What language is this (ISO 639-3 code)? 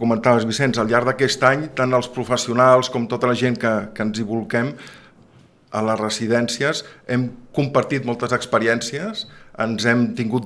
cat